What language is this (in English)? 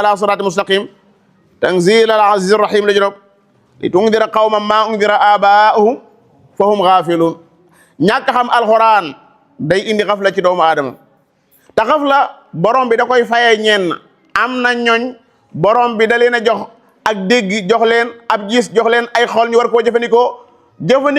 Wolof